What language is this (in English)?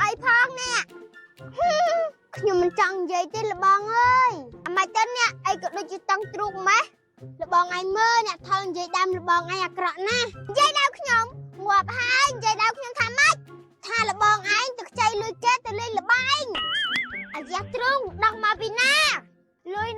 Khmer